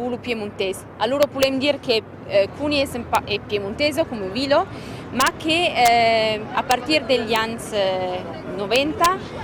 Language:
Occitan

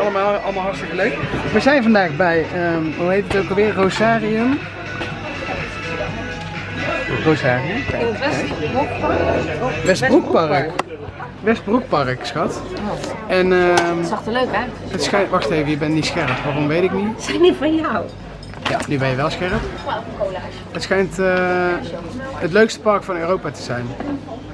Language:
Dutch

